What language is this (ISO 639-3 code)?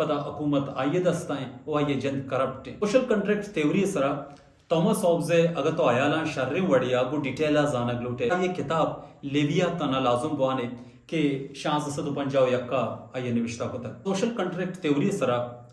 bal